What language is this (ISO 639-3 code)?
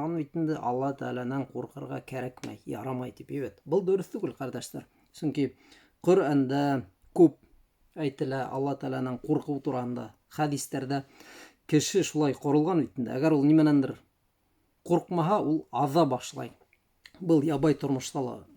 bak